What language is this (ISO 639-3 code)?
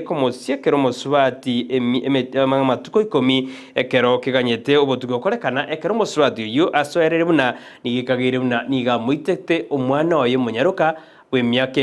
guz